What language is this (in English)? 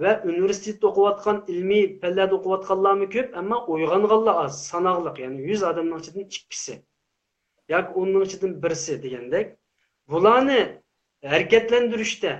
Uyghur